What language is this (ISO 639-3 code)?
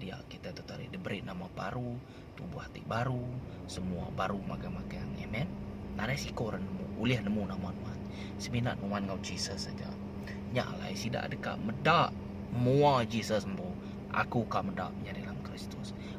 iba